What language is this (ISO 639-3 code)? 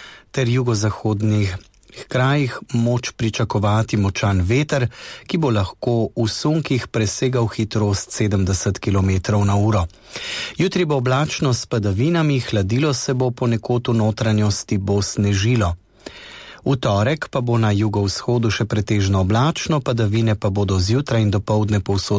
slv